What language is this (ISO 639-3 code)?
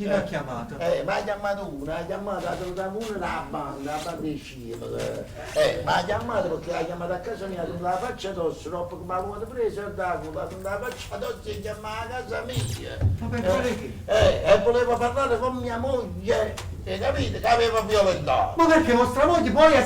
nap